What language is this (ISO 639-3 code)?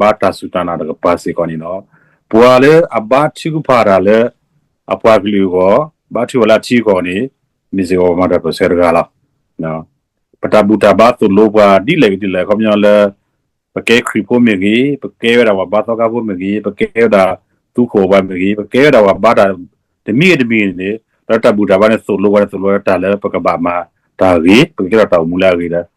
ksw